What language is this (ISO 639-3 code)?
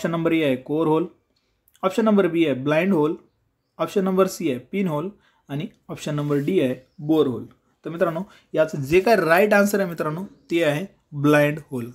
mar